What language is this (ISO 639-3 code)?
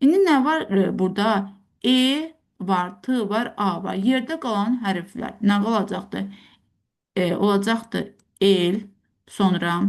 aze